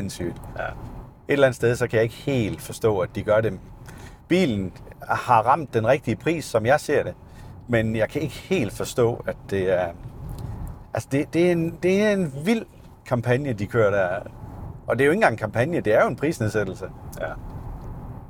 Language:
Danish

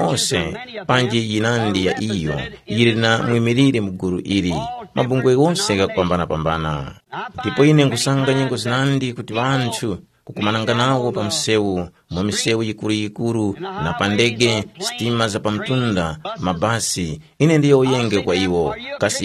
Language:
Tumbuka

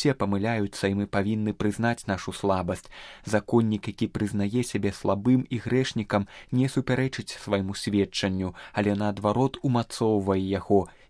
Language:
Belarusian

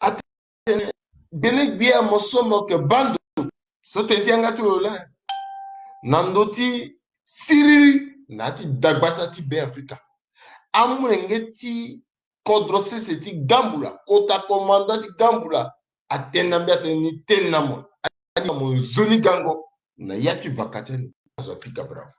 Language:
Sango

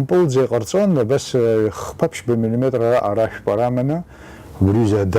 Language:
Abkhazian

